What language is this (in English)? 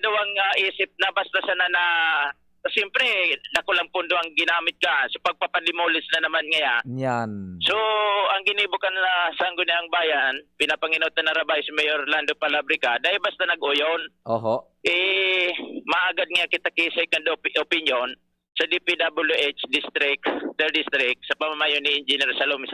Bikol